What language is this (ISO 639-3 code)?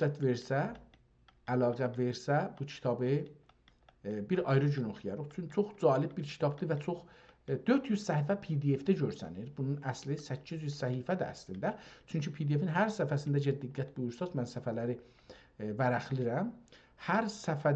azb